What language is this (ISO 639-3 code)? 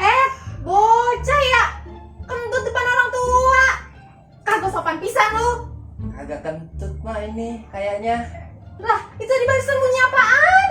bew